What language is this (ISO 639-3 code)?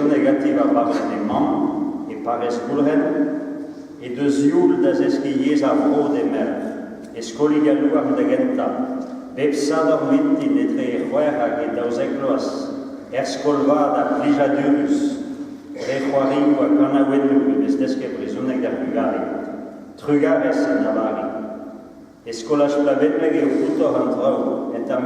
bre